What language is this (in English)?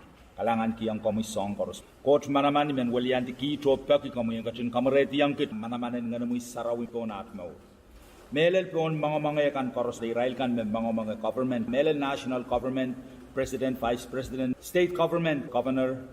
Pohnpeian